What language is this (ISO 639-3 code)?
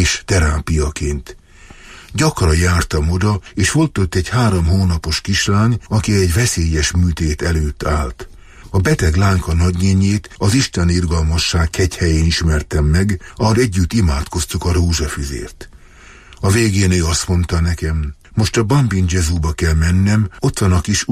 hun